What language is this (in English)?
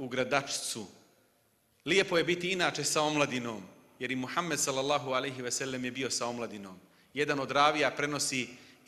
Bosnian